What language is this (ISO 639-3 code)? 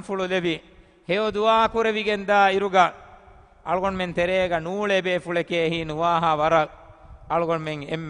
div